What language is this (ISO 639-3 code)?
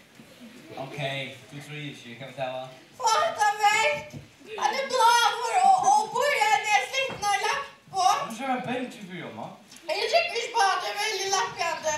fao